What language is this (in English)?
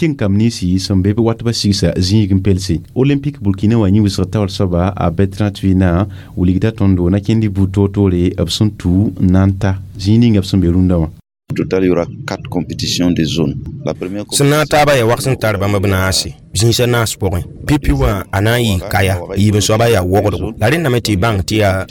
Mossi